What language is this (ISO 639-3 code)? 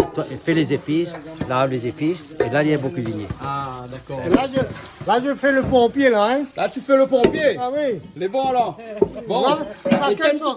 rcf